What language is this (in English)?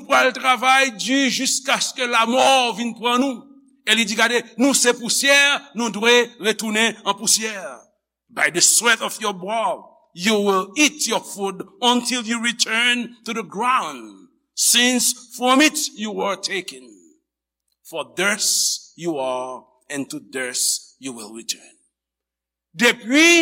Haitian Creole